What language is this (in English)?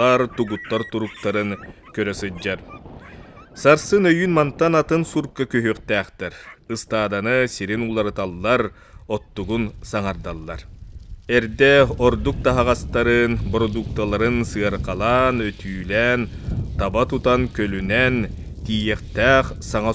Yakut